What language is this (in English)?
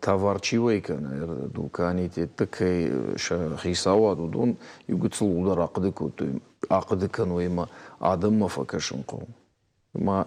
Ossetic